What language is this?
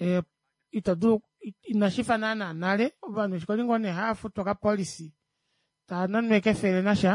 Kuanyama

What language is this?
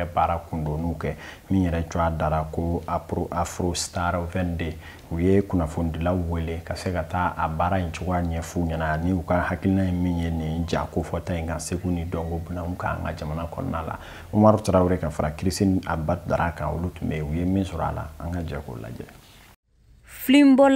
Bambara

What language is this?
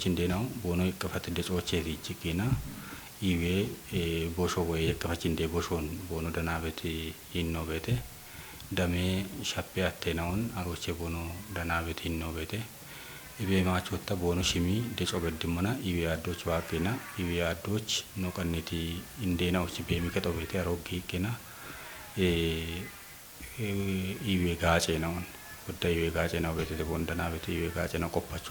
Kafa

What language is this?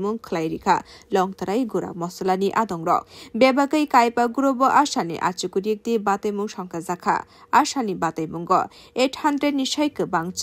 Kok Borok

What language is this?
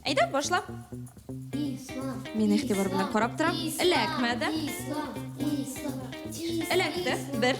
Tatar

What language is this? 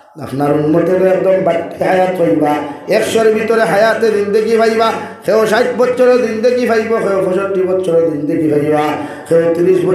Sylheti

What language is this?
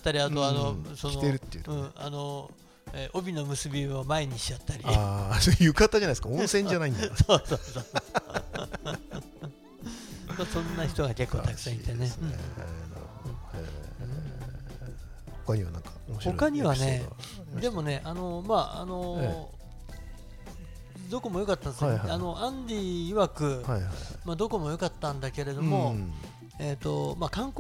Japanese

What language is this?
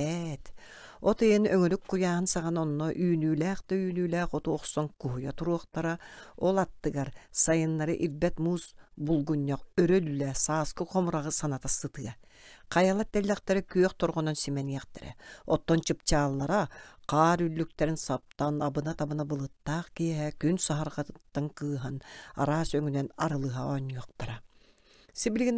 Yakut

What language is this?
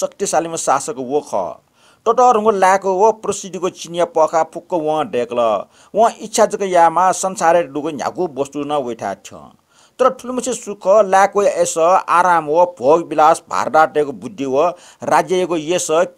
Newari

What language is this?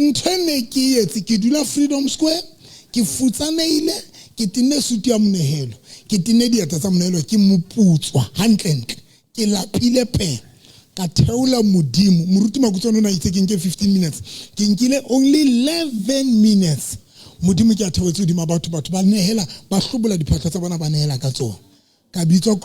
Southern Sotho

